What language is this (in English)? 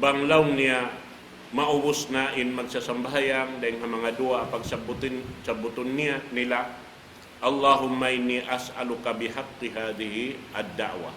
Tausug